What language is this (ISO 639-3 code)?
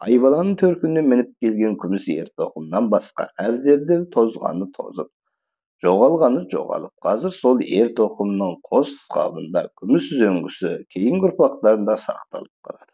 kaz